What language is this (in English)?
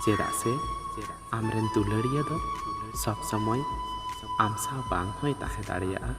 Santali